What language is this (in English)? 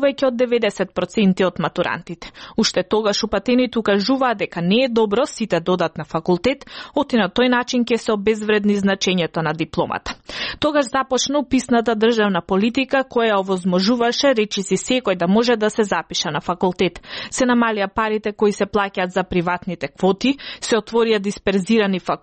Macedonian